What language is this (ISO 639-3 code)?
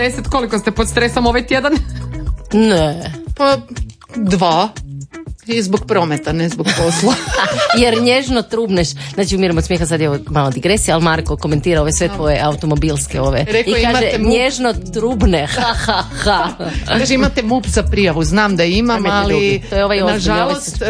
hrv